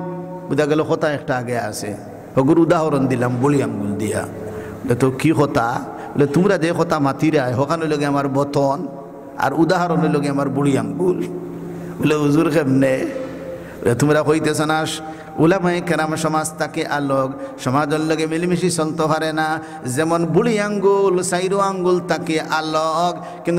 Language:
Sylheti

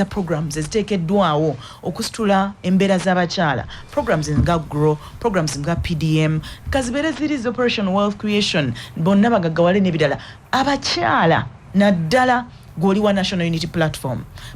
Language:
Ganda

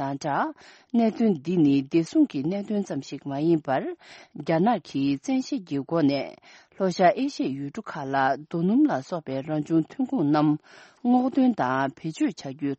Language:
Tibetan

